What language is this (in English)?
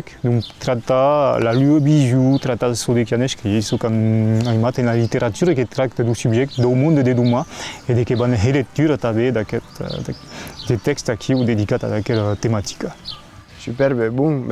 Occitan